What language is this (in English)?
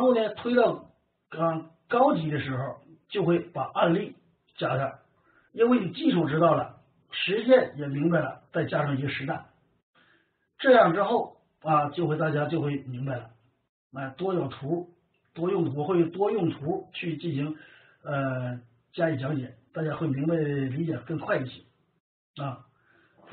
Chinese